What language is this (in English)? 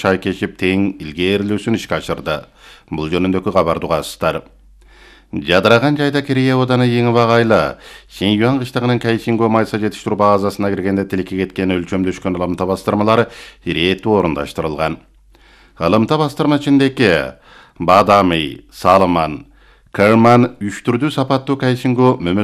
Kyrgyz